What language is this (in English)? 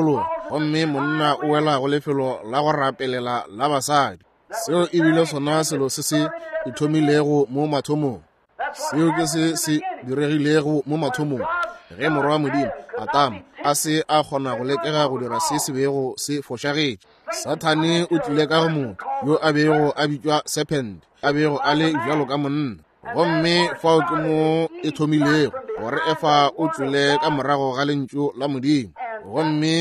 Northern Sotho